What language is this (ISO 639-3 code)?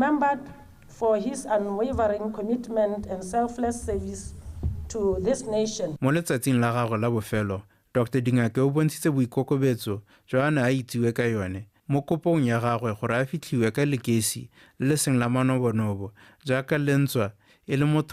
tsn